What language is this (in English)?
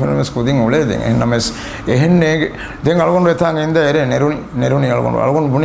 Divehi